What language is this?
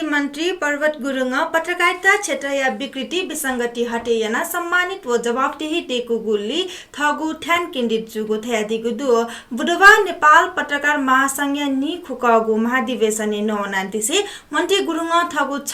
Newari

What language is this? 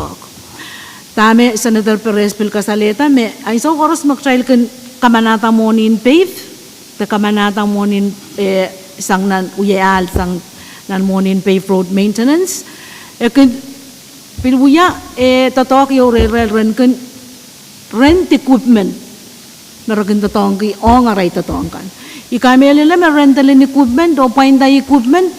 Pohnpeian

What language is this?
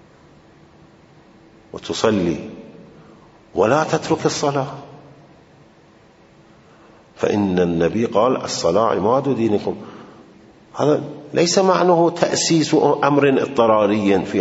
Arabic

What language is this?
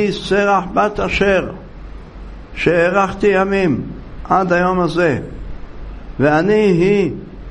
Hebrew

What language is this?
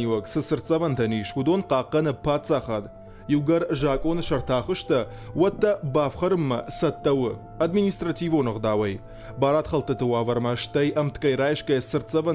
Ossetic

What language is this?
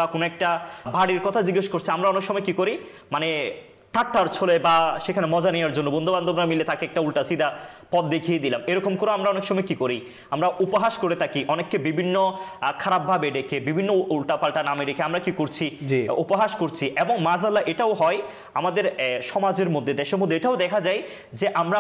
Bangla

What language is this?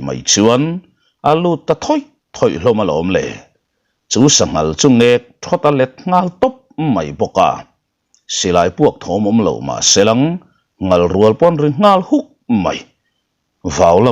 Mizo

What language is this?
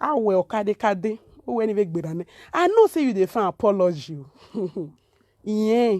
Nigerian Pidgin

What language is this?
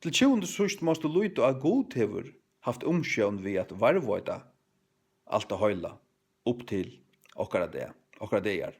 Faroese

